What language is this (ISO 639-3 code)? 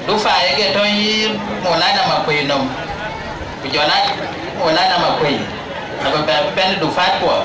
din